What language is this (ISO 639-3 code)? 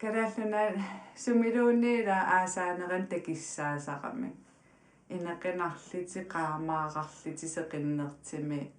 kal